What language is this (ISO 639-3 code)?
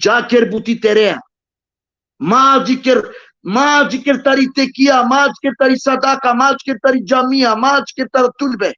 rmn